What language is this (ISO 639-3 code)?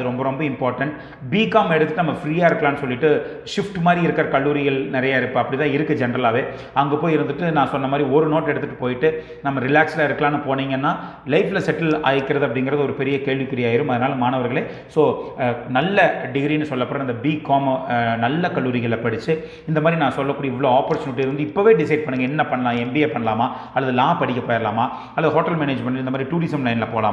tam